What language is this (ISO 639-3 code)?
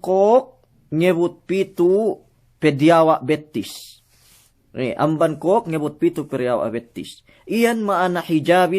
yka